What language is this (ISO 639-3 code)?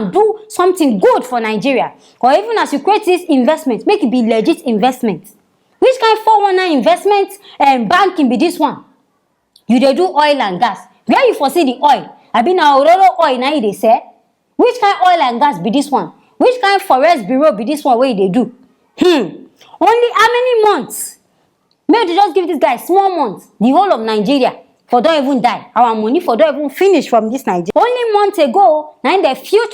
pcm